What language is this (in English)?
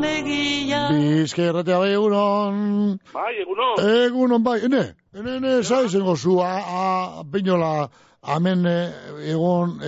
Basque